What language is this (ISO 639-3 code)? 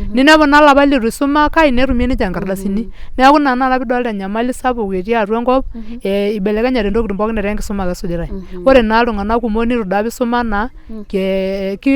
mas